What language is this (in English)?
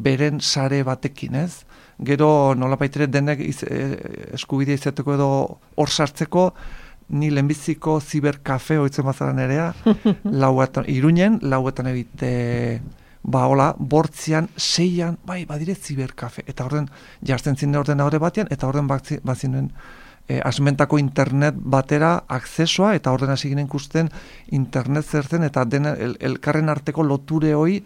Basque